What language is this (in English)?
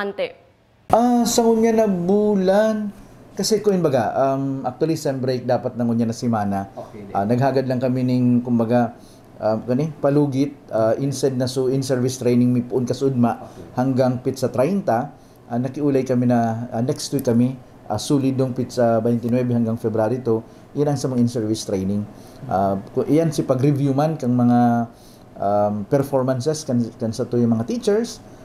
Bikol